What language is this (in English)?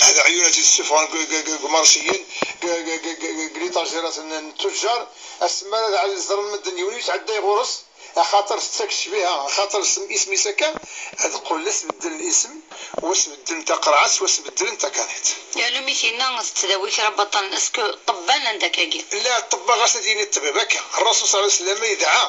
Kabyle